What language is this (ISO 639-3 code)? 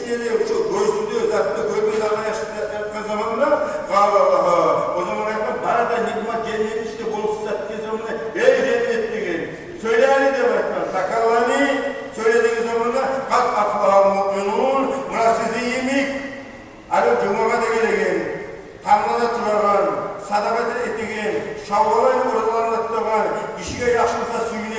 kum